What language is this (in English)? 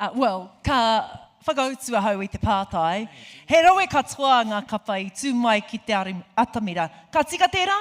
Māori